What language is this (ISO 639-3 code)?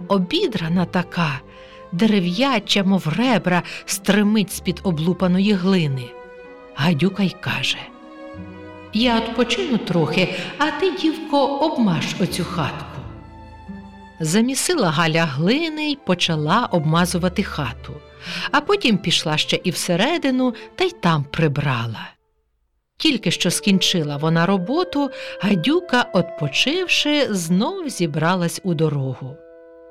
ukr